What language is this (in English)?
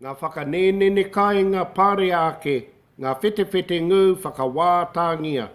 Māori